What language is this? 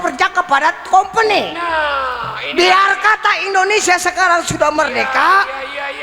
Betawi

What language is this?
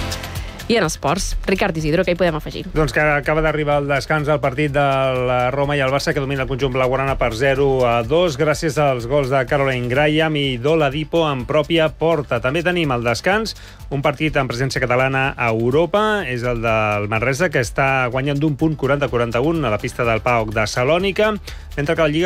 Catalan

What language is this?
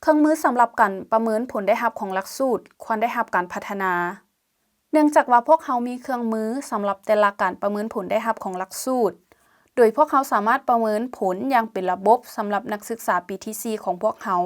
Lao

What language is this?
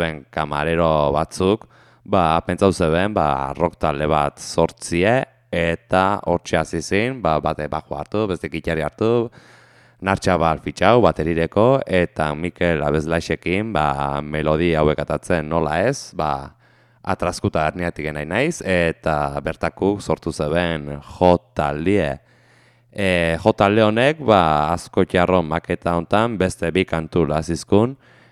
Basque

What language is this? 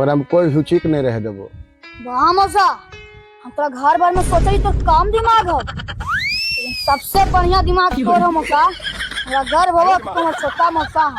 Magahi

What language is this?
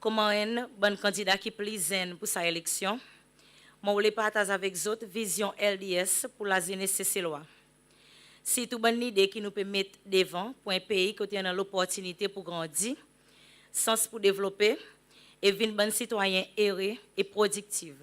Seselwa Creole French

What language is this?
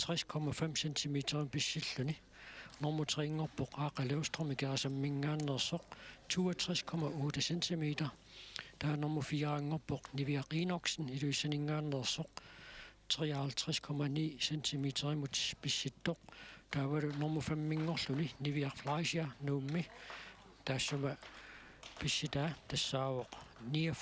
Kalaallisut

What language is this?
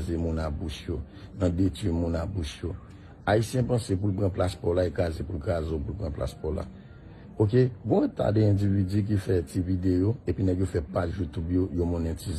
Haitian Creole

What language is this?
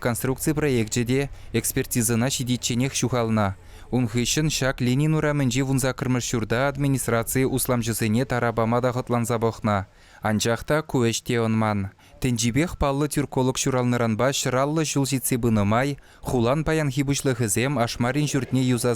Chuvash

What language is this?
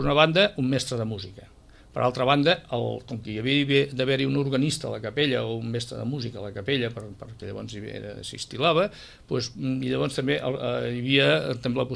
Catalan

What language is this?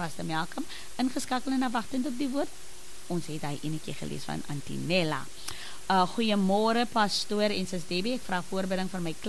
Afrikaans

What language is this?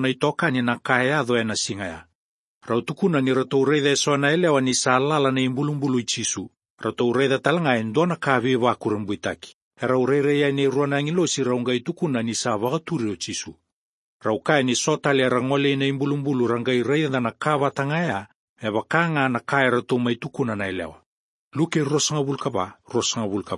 Fijian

